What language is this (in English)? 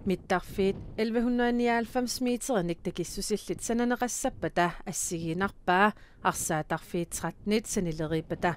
Kalaallisut